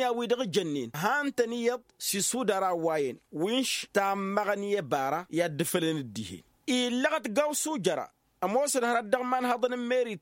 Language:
Tamasheq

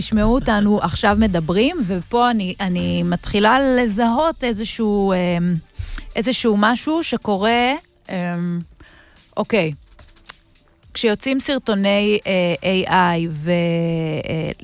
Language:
Hebrew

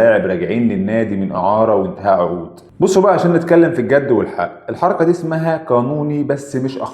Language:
Egyptian Arabic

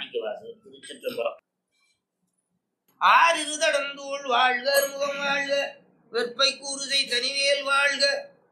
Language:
Tamil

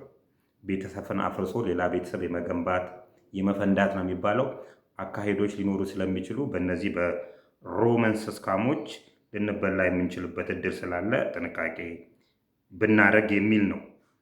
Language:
Amharic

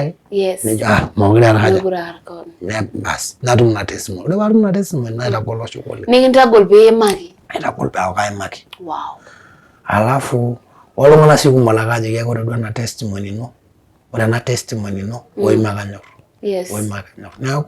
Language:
Masai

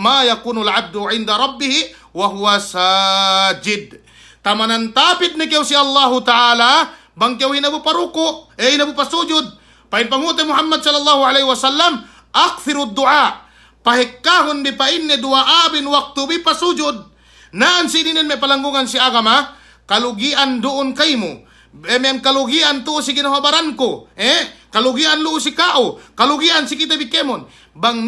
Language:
Yakan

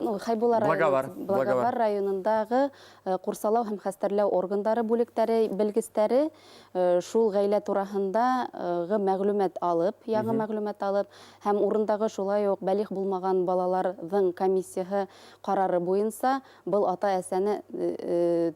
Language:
Bashkir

